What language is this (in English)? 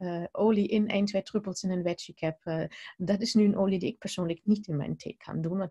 Dutch